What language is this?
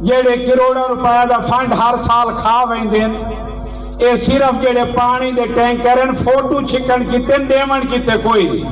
Saraiki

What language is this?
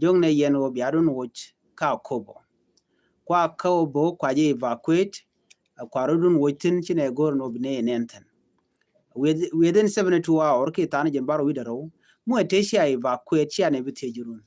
Nuer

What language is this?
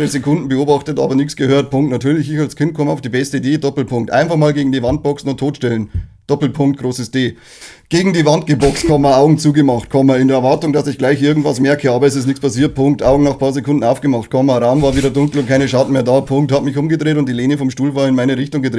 Bavarian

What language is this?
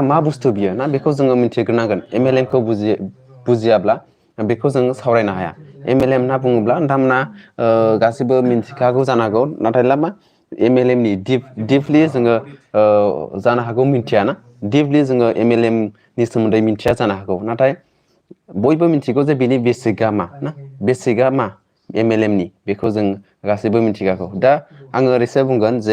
Bodo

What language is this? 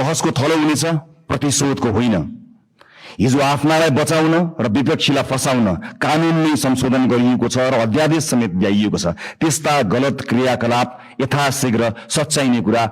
Nepali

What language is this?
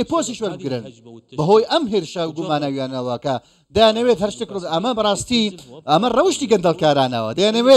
Central Kurdish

